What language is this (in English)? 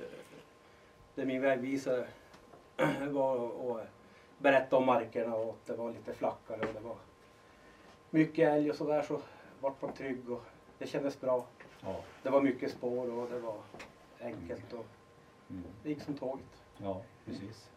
Swedish